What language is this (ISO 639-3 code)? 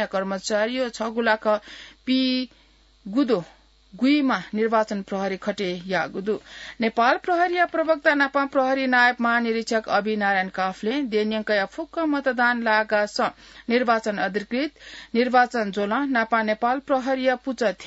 new